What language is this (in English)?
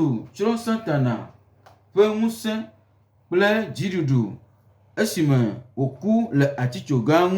Gen